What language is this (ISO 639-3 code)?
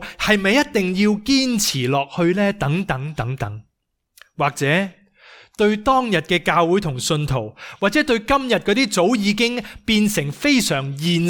yue